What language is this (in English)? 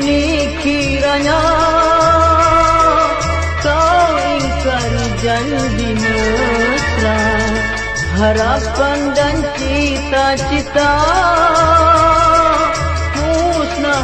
Malay